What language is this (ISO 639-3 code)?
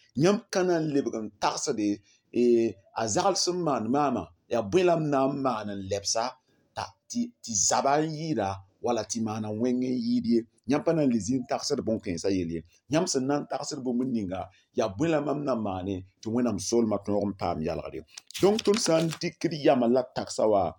mos